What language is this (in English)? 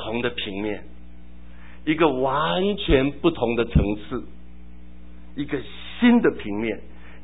Chinese